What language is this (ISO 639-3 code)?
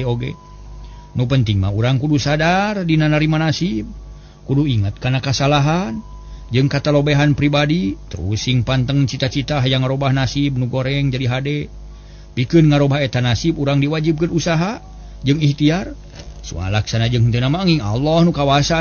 sun